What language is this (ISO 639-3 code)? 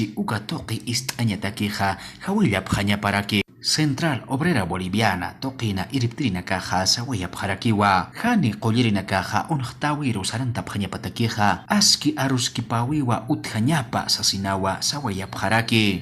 aym